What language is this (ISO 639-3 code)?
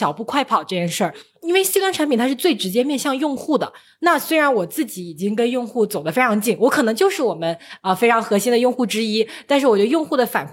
zho